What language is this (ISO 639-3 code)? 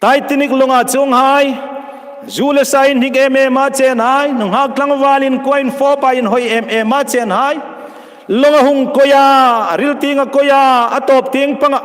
hmr